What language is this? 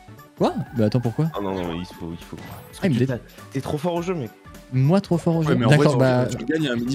French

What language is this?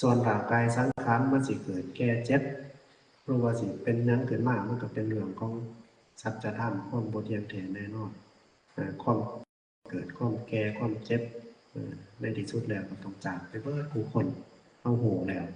Lao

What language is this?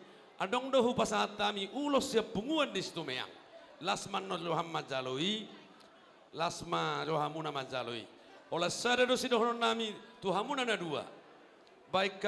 Batak Toba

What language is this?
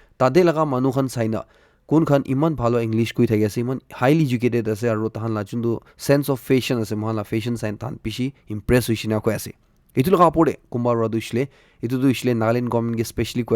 Naga Pidgin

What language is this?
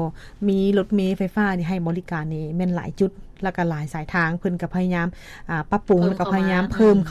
Lao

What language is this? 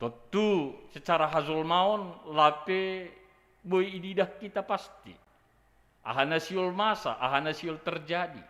Batak Simalungun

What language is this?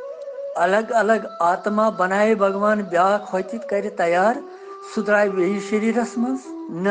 Kashmiri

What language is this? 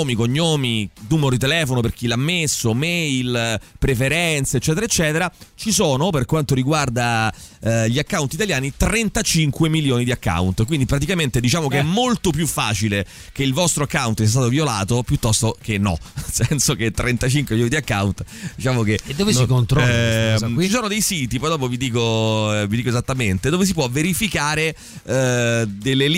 Italian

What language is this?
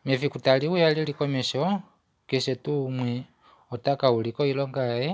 Kuanyama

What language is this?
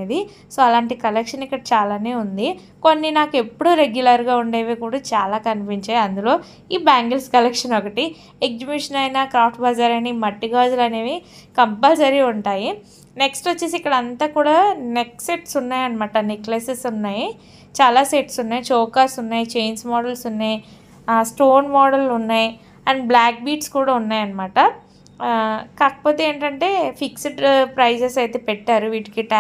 Telugu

